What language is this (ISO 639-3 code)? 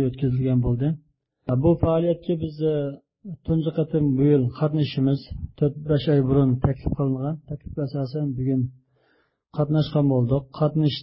uig